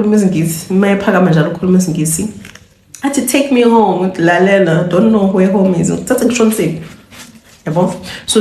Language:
Zulu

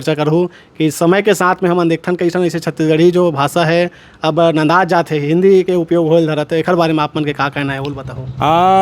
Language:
Chhattisgarhi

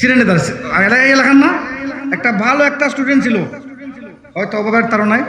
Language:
Sylheti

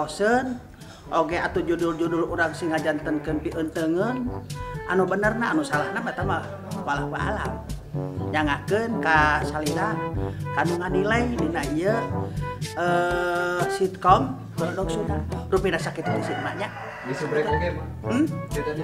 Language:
Sundanese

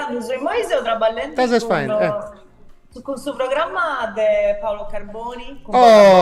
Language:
Sardinian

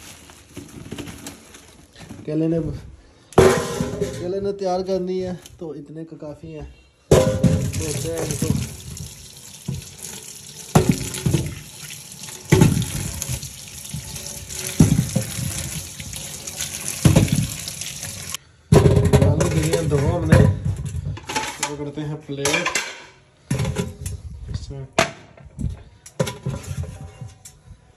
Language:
Hindi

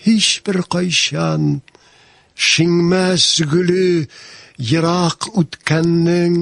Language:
Tatar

